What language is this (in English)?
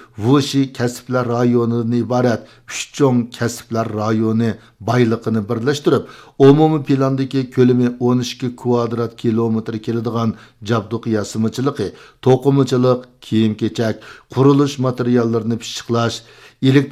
Uyghur